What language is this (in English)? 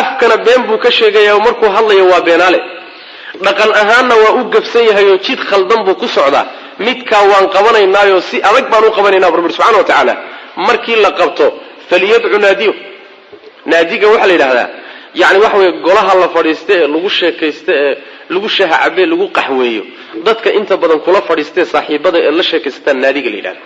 Somali